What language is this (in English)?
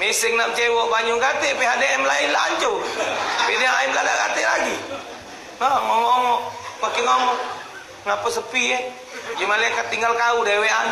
Musi